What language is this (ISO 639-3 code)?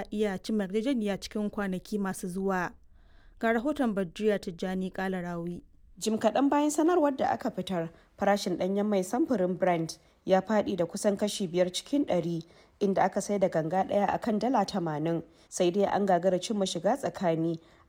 hau